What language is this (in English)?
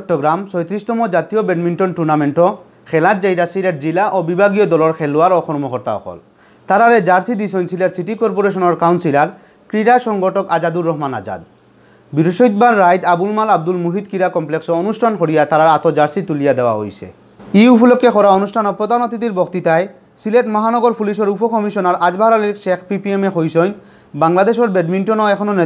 Sylheti